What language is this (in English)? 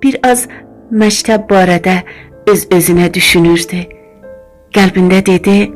South Azerbaijani